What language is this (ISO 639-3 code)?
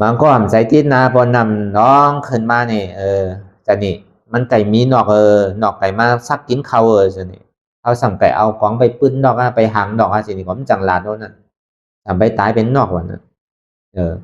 shn